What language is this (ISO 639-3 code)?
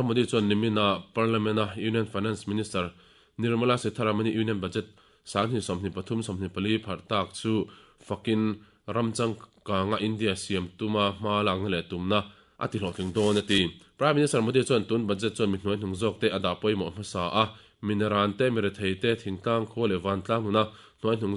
lus